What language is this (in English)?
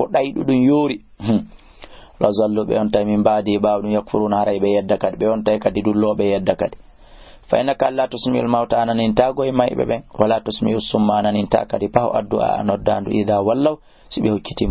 Fula